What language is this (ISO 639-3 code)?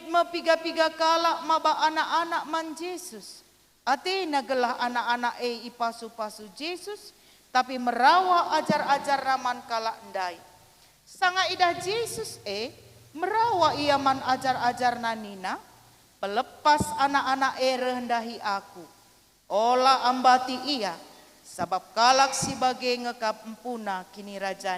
btx